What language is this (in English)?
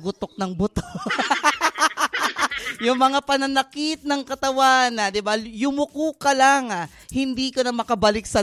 Filipino